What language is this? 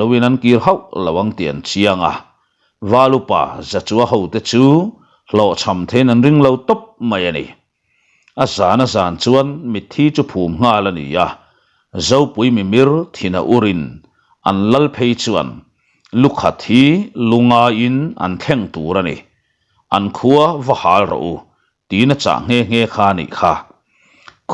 Mizo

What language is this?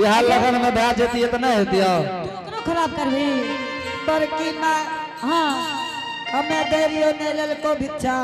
Angika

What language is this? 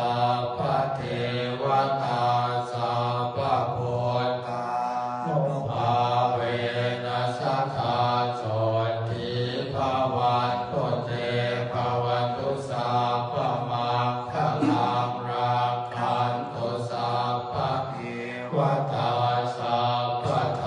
Pali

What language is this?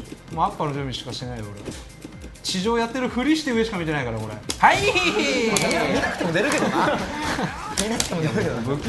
Japanese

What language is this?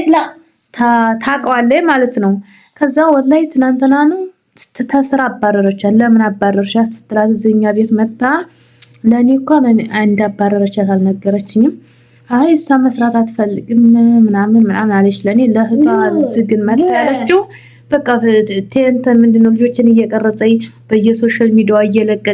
Amharic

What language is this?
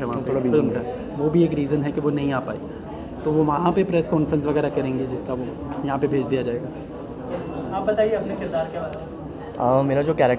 Hindi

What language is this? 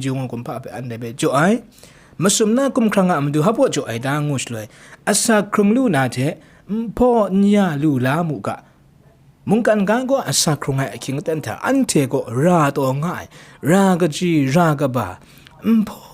Kachin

